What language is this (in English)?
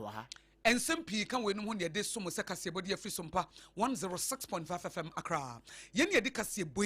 Akan